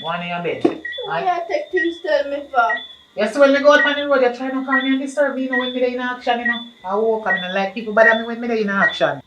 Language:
Jamaican Creole English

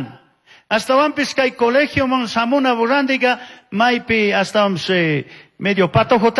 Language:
Chimborazo Highland Quichua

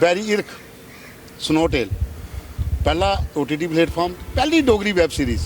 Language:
Dogri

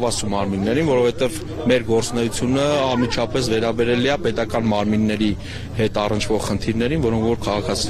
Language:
Armenian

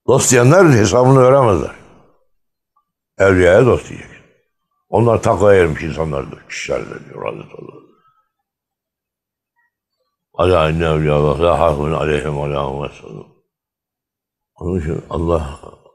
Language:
Turkish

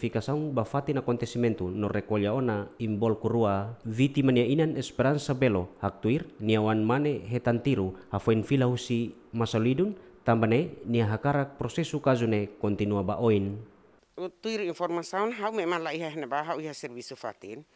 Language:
Tetum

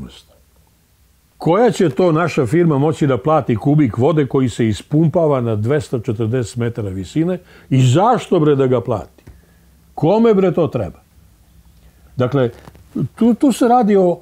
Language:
Serbian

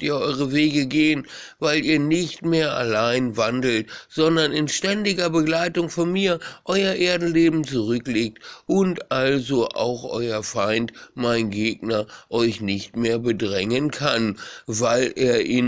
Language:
German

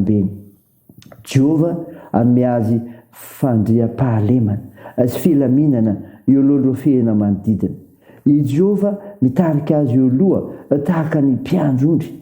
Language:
Malagasy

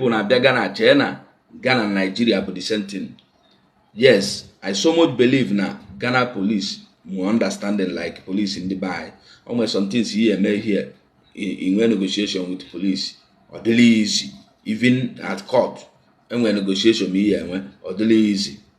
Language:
Igbo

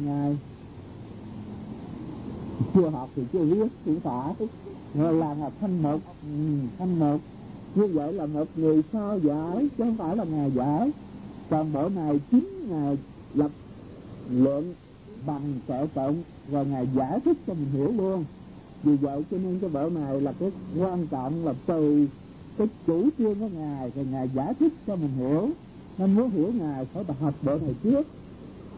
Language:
Vietnamese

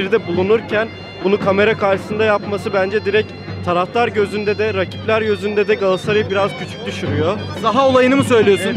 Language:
Turkish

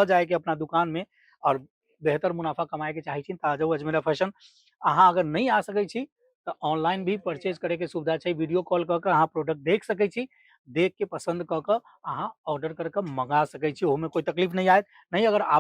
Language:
Maithili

